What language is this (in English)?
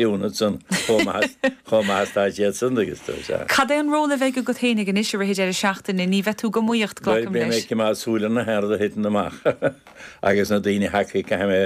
Irish